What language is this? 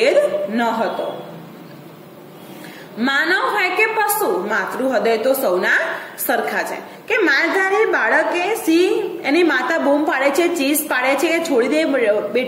Gujarati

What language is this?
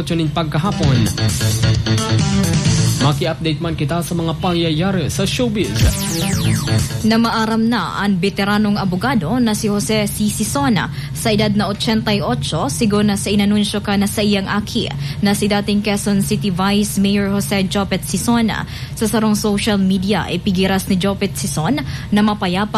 Bikol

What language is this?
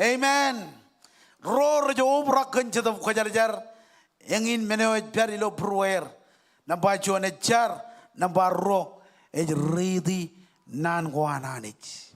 Marshallese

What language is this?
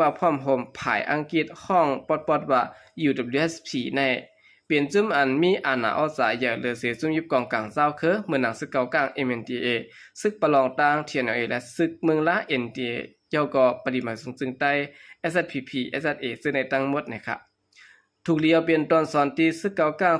Shan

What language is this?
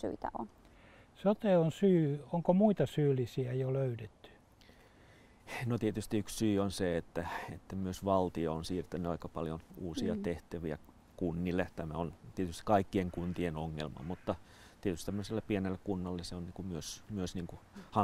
Finnish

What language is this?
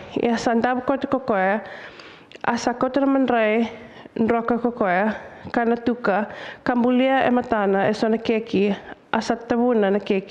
Fijian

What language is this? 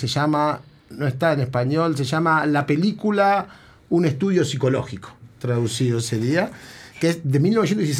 Spanish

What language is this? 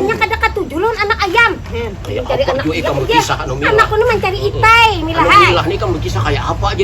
Banjar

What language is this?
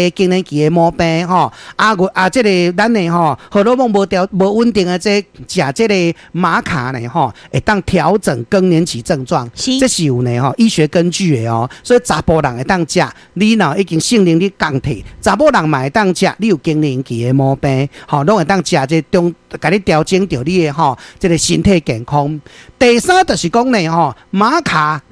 Min Nan Chinese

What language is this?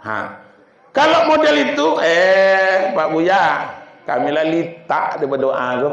Minangkabau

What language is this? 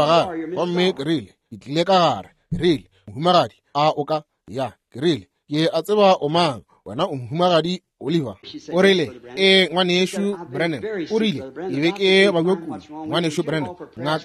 Northern Sotho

